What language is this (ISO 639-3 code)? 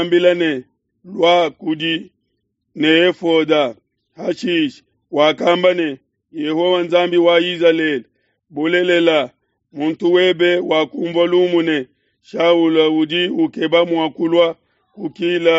lua